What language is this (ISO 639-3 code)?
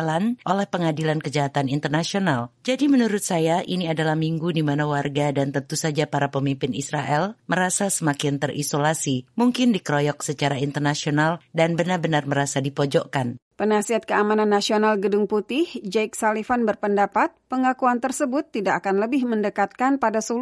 ind